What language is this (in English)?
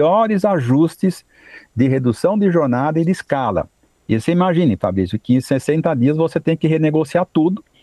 Portuguese